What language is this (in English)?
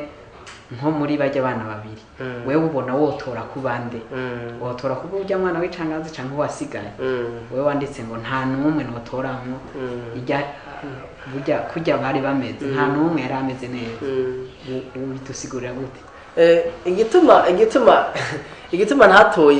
Rundi